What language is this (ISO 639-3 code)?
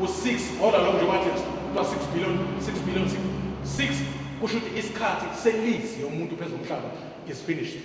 zul